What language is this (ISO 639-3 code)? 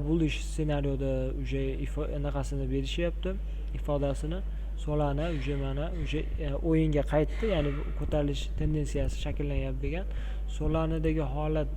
uzb